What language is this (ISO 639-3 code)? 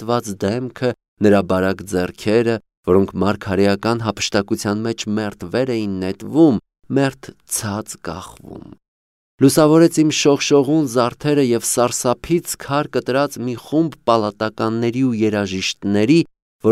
hye